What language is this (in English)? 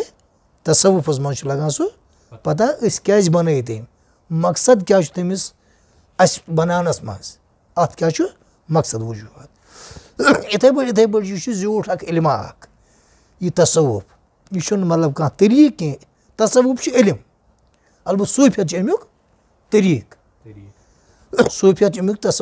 Kashmiri